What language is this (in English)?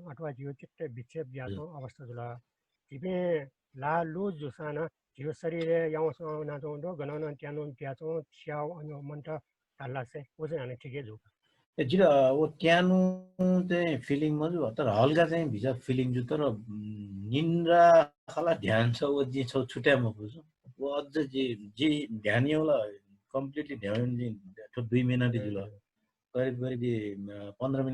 Newari